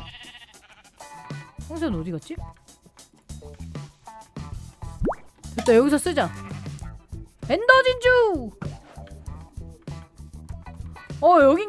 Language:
Korean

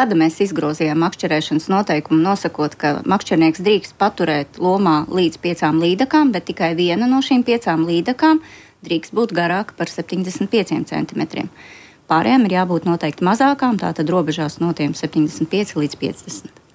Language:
Latvian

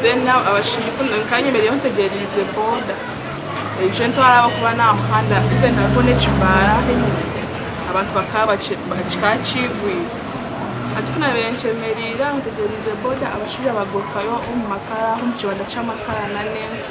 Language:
Nyankole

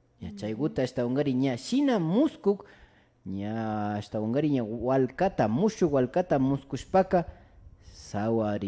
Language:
Imbabura Highland Quichua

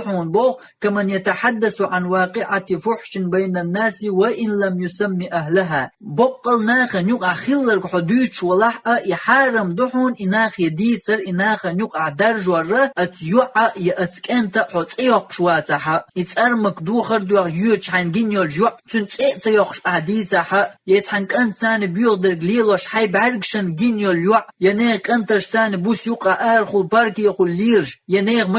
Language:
Chechen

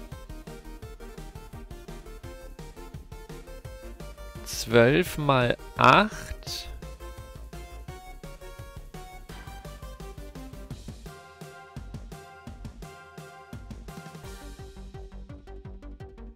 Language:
German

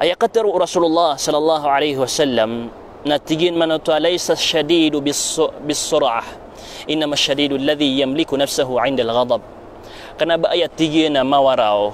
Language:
Maranao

